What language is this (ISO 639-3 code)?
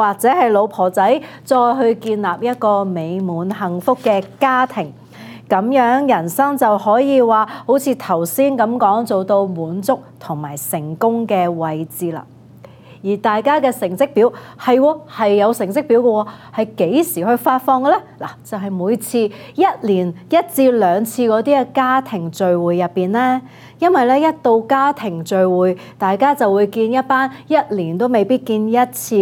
yue